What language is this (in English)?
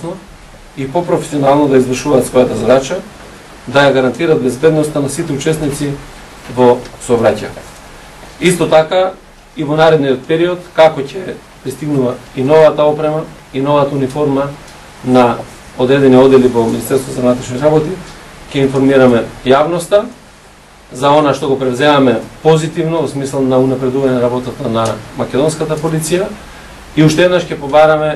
Macedonian